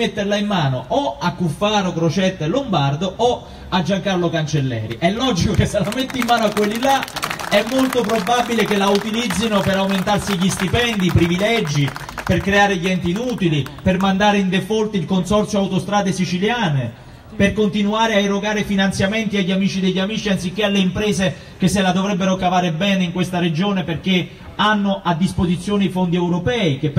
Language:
Italian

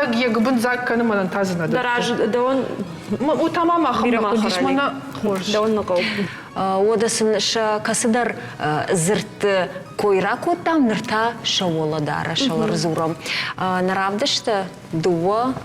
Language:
Ossetic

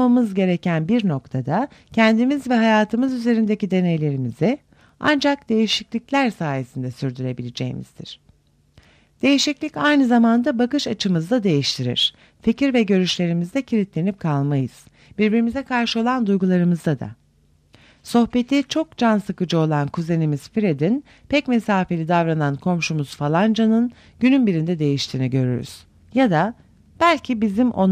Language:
Turkish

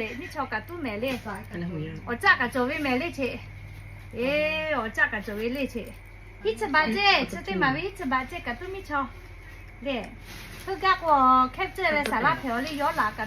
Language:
Lahu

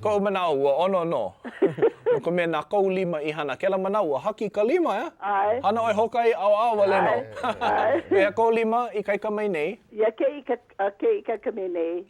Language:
Hawaiian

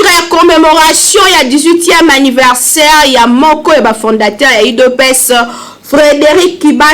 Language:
Lingala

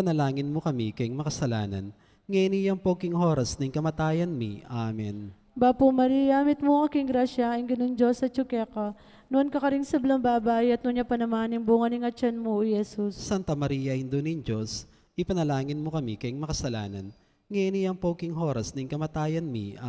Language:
Pampanga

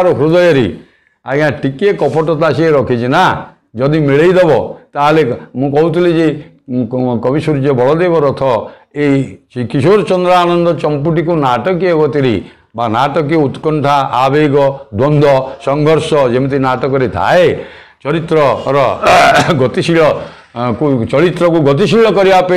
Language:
Odia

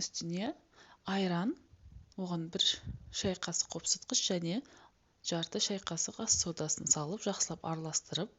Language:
Kazakh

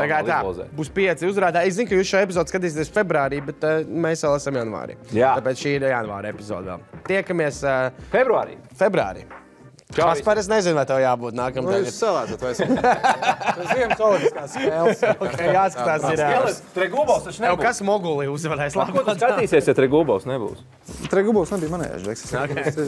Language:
Latvian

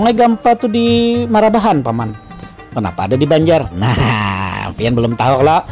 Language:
Banjar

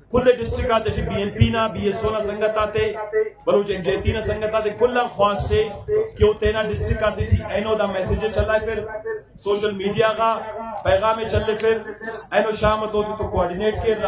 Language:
Brahui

